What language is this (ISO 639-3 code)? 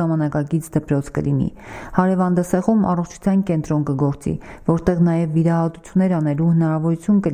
hye